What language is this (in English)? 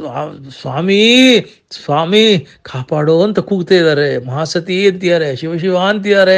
Kannada